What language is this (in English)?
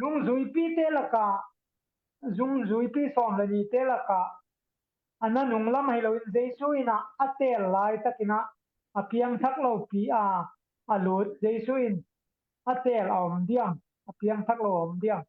Tedim Chin